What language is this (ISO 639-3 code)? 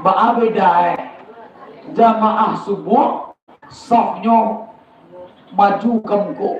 min